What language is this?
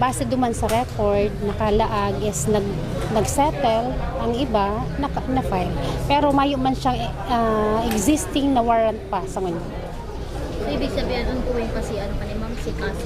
Bikol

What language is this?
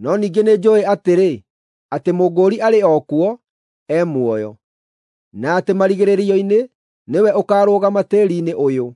Kikuyu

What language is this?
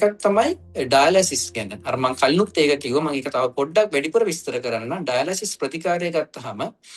Sinhala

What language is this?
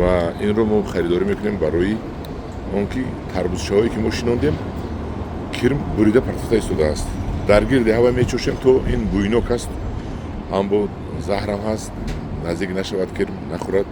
Tajik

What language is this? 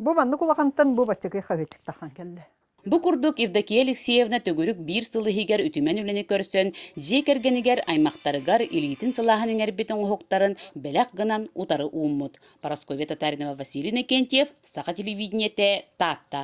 Yakut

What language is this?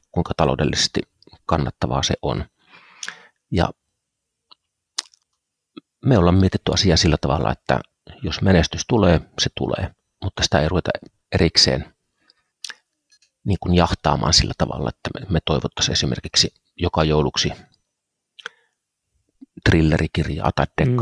Finnish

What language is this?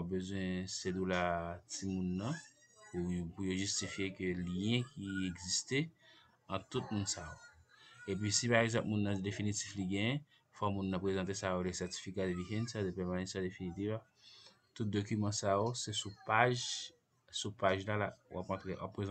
Haitian Creole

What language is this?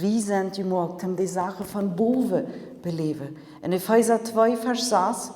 Plautdietsch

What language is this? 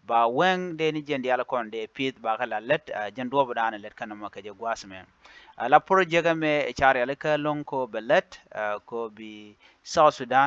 Nuer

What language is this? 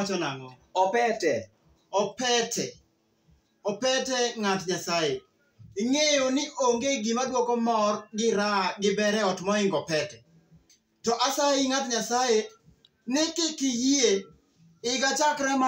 Luo (Kenya and Tanzania)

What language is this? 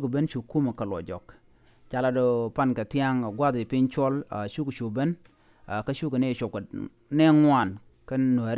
Nuer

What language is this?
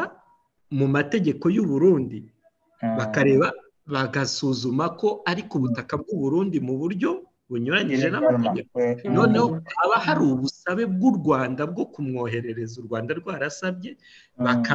Kinyarwanda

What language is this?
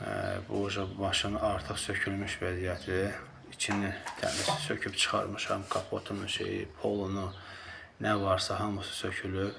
Azerbaijani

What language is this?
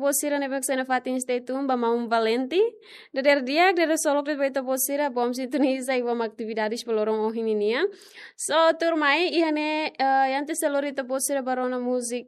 Tetum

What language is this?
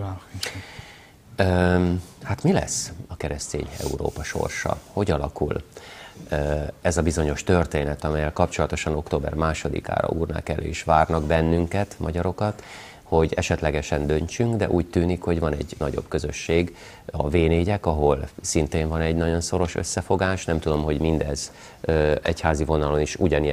Hungarian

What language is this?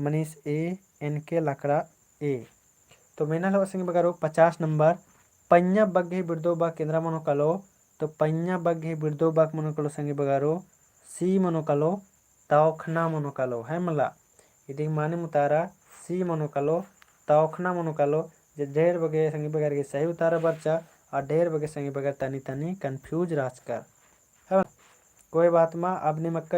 Kurukh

